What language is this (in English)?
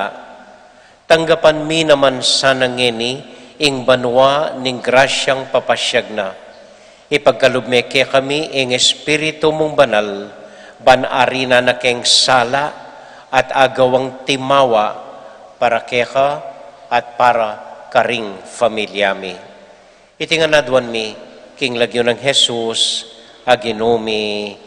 Pampanga